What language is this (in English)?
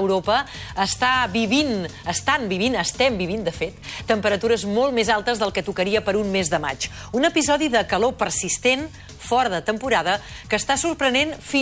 Catalan